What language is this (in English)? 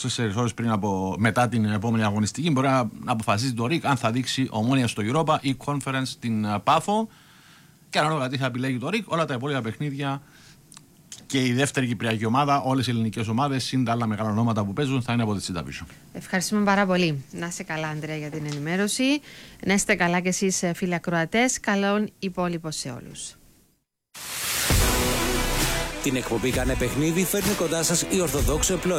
Greek